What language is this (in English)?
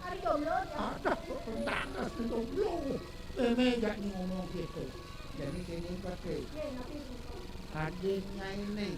Balinese